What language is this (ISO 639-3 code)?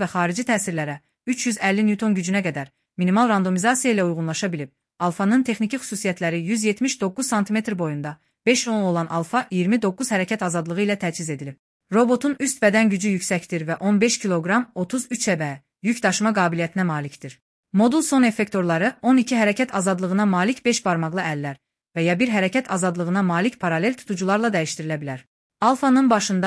aze